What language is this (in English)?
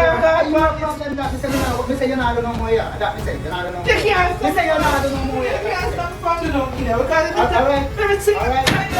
Jamaican Creole English